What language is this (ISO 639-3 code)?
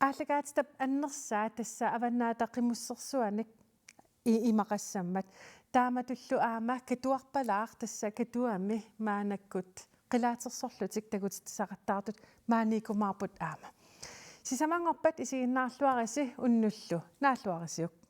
kal